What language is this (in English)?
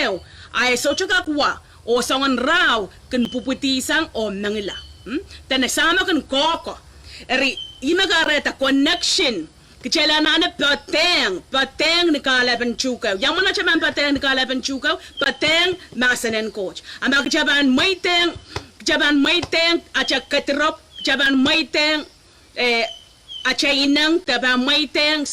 Pohnpeian